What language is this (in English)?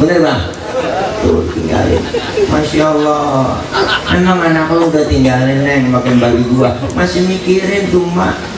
Betawi